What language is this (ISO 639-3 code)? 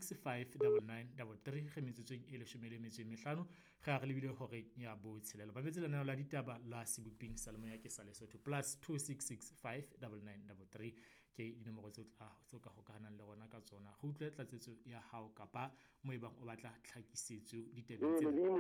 sot